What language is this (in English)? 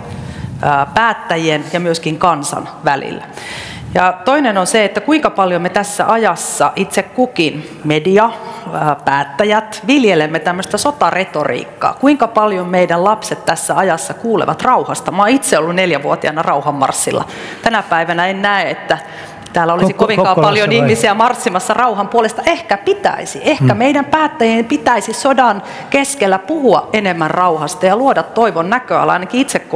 Finnish